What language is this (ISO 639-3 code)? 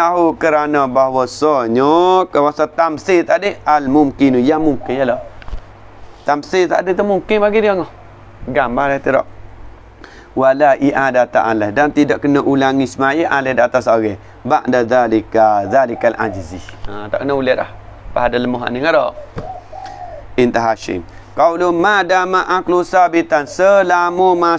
msa